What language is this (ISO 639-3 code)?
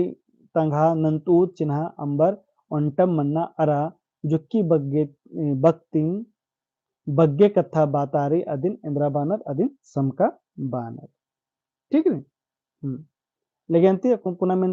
kru